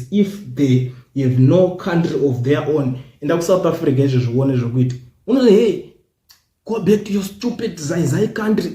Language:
Shona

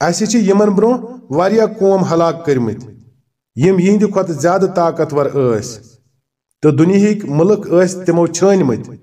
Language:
Kashmiri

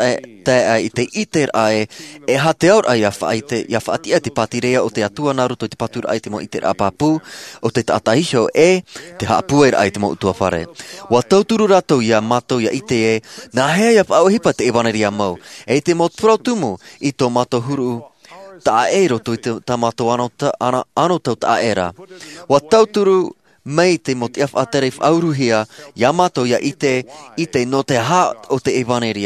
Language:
Tahitian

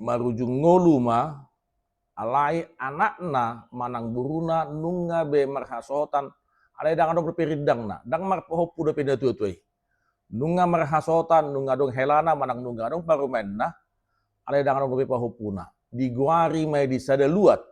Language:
Batak Toba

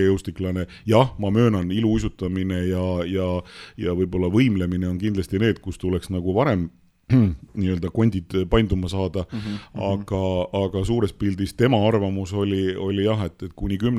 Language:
Estonian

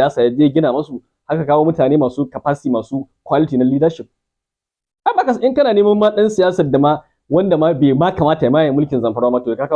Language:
Hausa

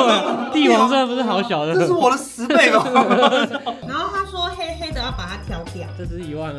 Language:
Chinese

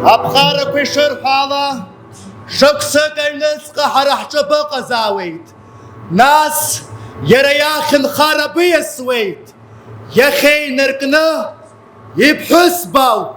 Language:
Abkhazian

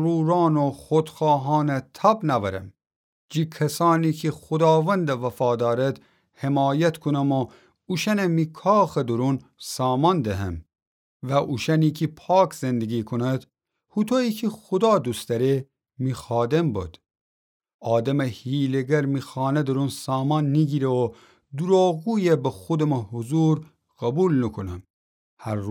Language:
Gilaki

